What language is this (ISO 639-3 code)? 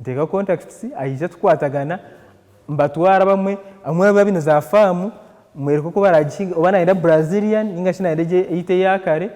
nyn